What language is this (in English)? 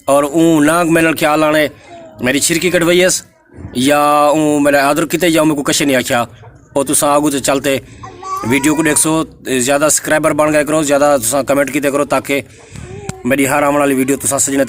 Saraiki